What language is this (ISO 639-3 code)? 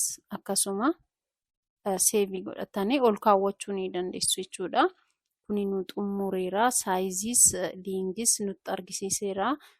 orm